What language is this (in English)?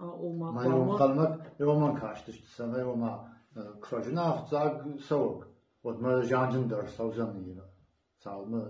Ossetic